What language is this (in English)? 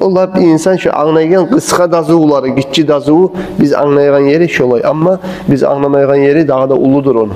Kumyk